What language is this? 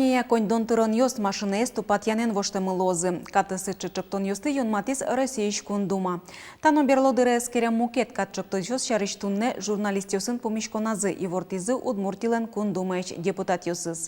Udmurt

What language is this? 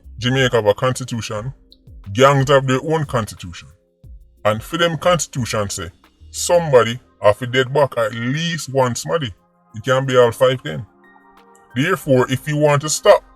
Jamaican Creole English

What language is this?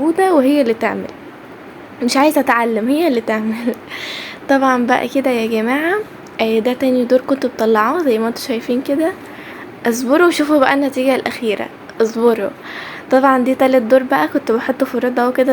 Egyptian Arabic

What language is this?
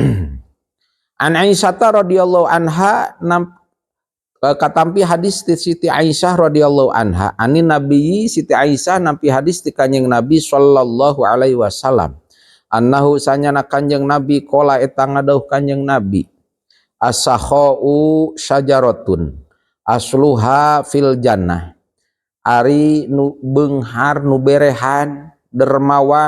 Sundanese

